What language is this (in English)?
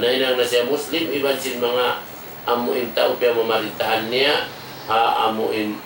Tausug